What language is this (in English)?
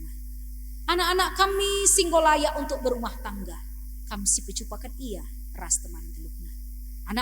Batak Karo